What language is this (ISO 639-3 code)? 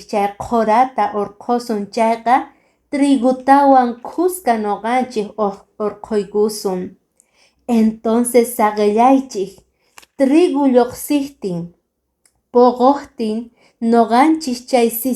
que